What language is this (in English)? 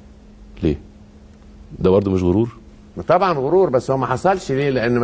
Egyptian Arabic